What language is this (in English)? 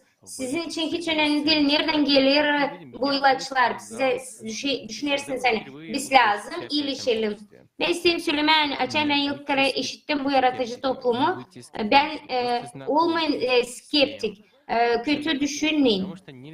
Gagauz